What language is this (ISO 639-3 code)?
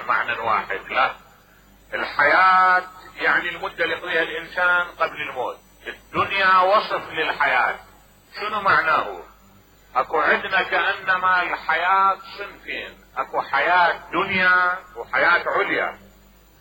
acm